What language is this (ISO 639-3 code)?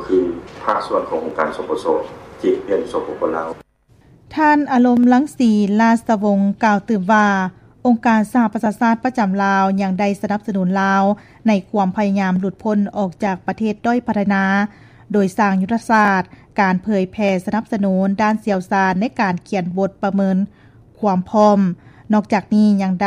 lao